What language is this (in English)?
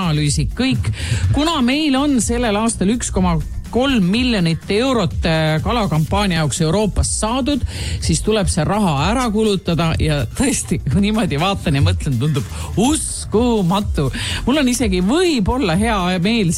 Estonian